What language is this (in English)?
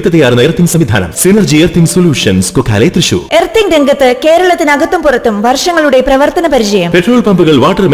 Malayalam